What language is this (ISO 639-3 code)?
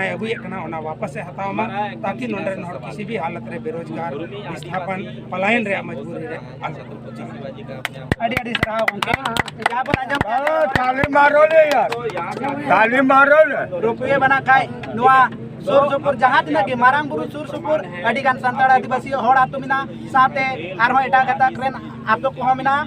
sat